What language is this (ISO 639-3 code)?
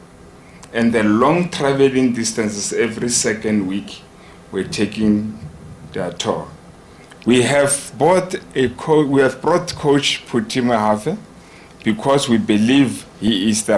ven